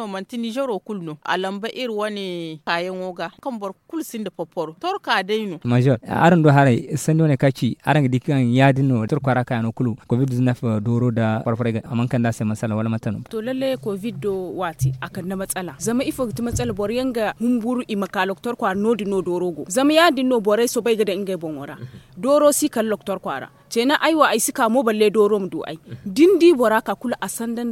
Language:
Zarma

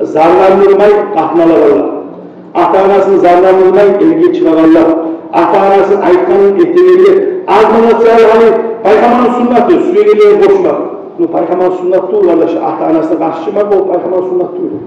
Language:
Kumyk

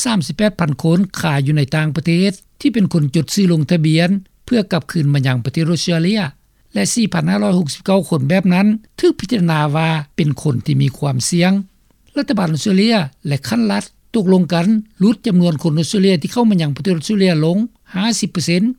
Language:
Lao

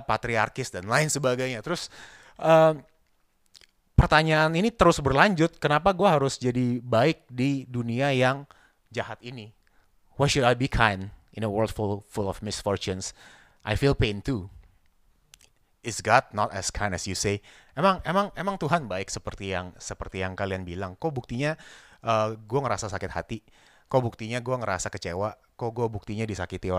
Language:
Indonesian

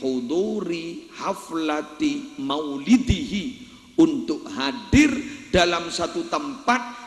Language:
Madurese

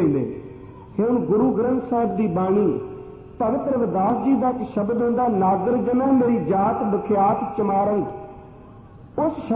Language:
Punjabi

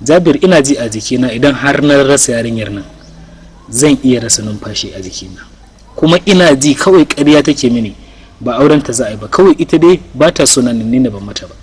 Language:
Hausa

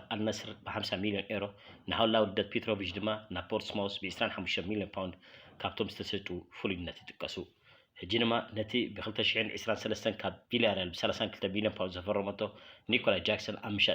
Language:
Tigrinya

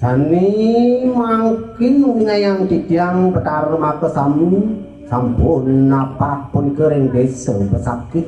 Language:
Balinese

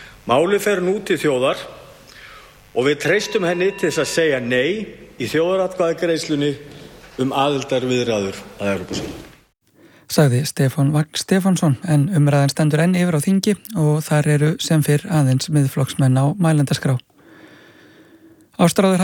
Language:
Icelandic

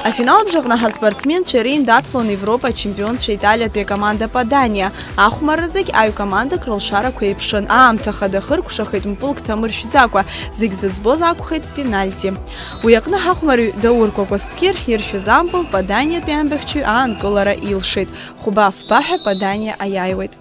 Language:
Abkhazian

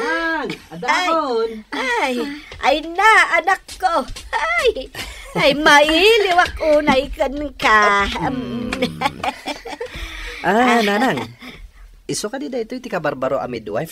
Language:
Iloko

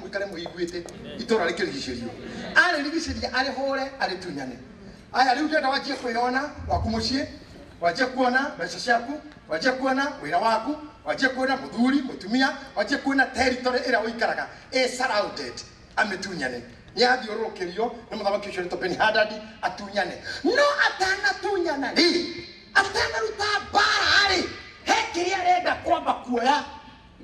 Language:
Kikuyu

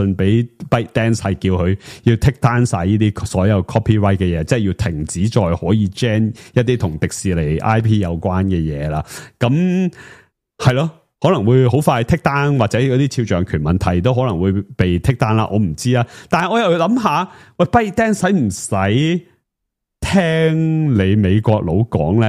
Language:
Cantonese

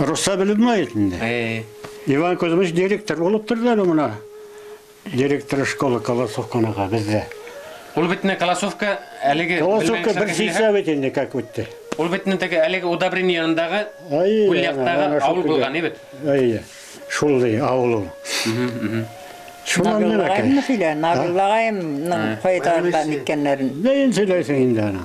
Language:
Bashkir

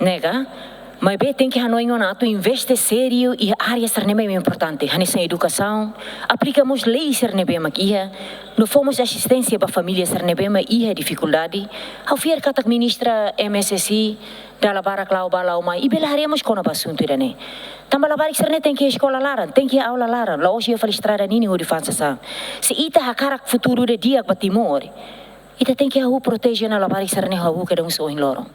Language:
Tetum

